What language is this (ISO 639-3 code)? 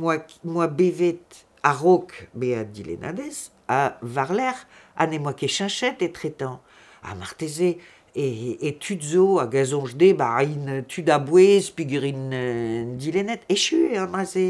bre